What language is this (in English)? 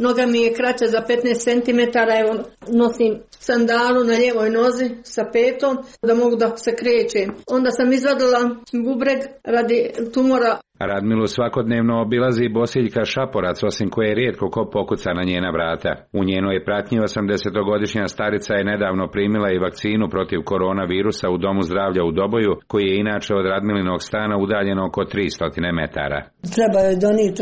Serbian